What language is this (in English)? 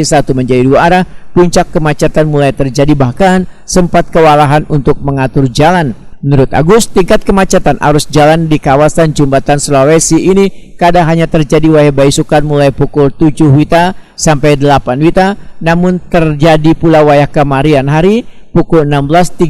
Banjar